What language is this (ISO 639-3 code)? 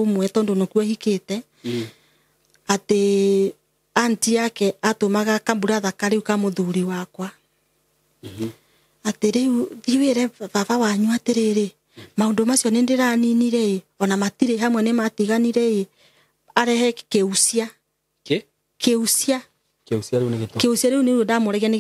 kik